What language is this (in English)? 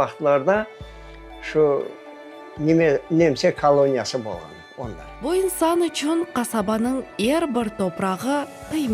Crimean Tatar